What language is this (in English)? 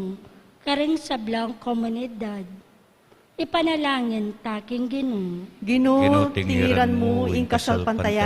Pampanga